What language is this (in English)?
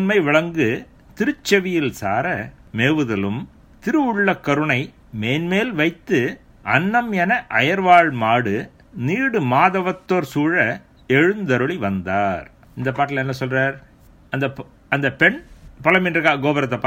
Tamil